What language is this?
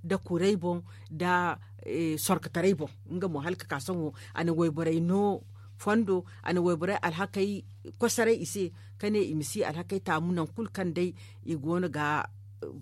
Zarma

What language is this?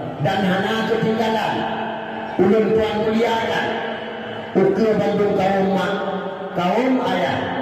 Achinese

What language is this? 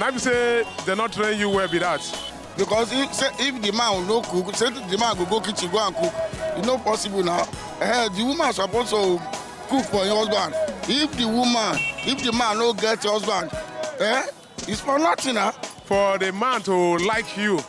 Nigerian Pidgin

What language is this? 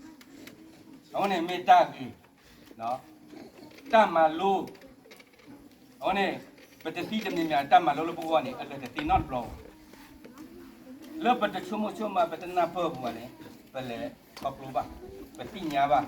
S'gaw Karen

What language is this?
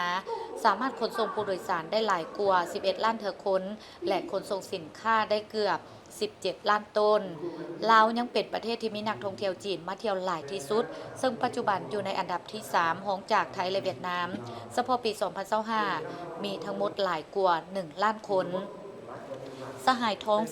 Lao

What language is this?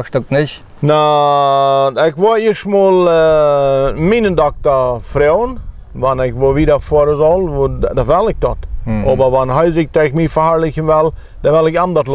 Plautdietsch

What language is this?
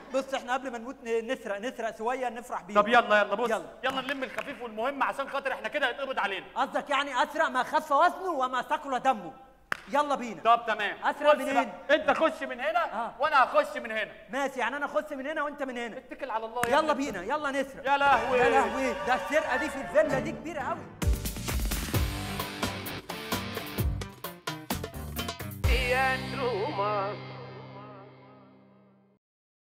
Egyptian Arabic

